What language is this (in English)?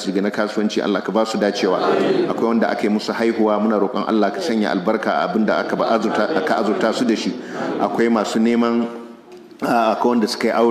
Hausa